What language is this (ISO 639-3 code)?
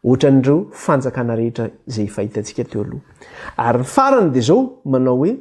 mlg